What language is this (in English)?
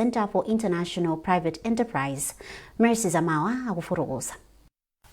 Nyanja